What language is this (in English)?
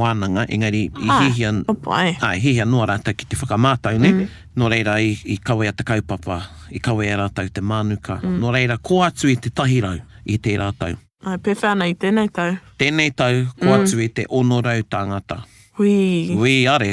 Māori